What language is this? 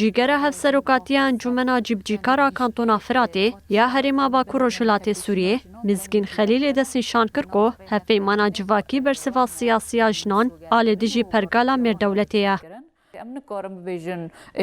Kurdish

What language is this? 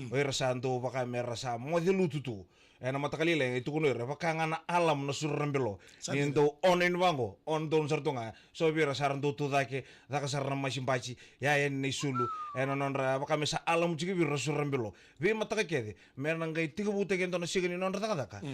Fijian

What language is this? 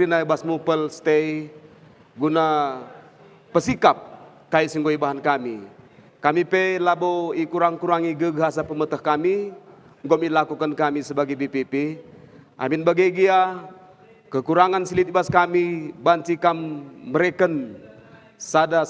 Batak Karo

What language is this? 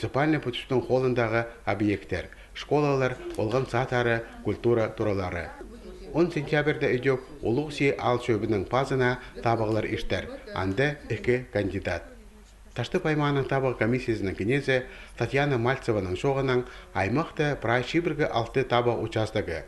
Khakas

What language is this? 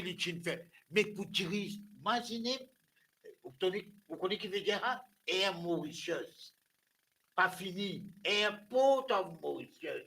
Morisyen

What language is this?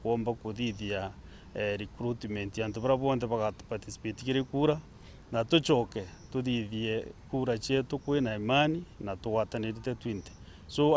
Meru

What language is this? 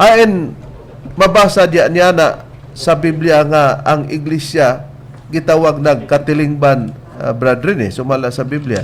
Cebuano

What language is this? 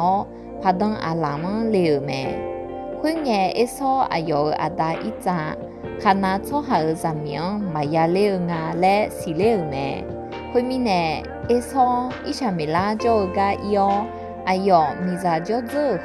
Akha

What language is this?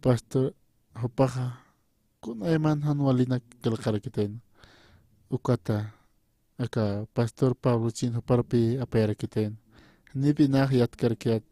Aymara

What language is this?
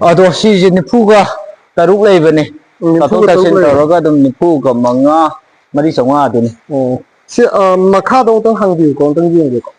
Manipuri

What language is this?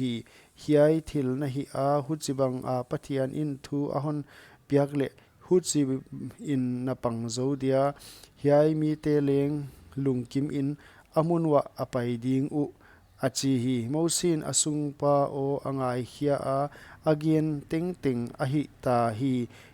Paite Chin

